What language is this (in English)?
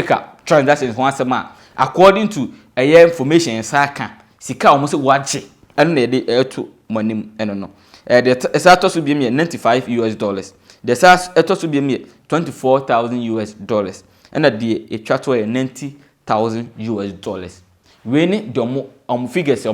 Akan